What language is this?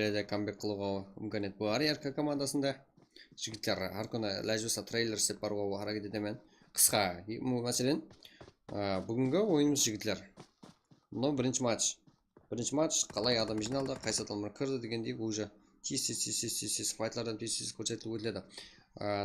Kara-Kalpak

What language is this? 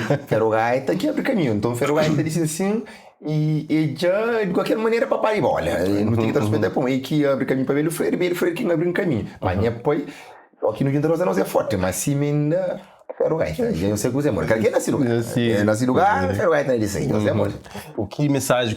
Kabuverdianu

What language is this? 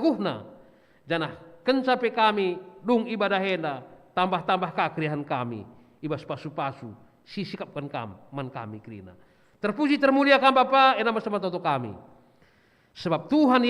Batak Karo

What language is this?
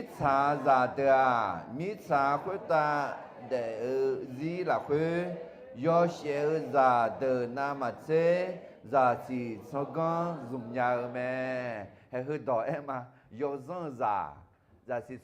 Akha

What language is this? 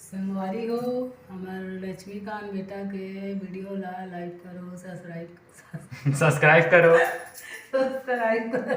Chhattisgarhi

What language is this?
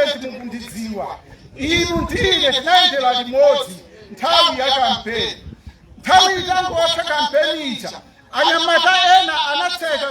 Nyanja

